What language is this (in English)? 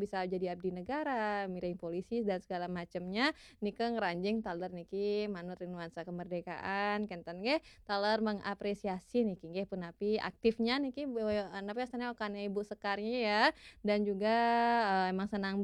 Balinese